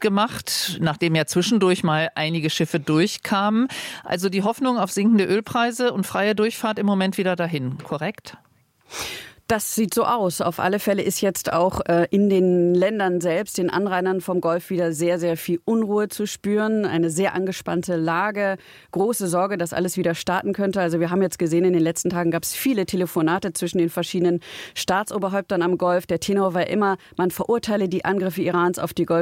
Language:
German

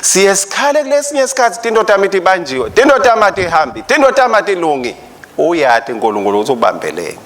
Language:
Swati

